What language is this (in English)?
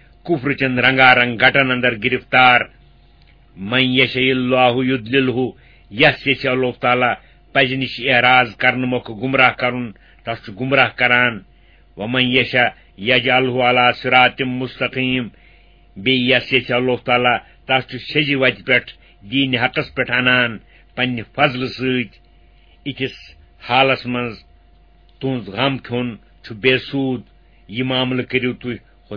Kashmiri